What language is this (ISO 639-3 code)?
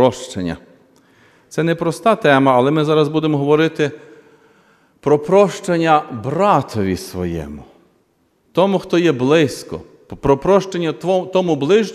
ukr